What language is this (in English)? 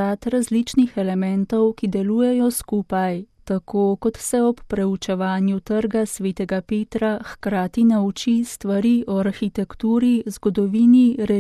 Slovenian